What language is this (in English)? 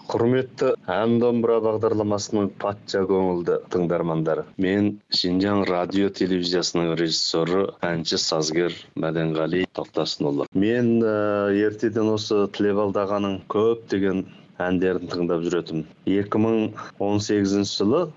Kazakh